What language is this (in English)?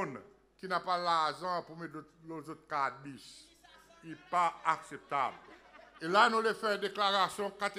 Seselwa Creole French